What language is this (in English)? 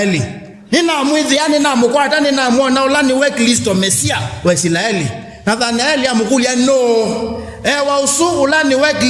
Kamba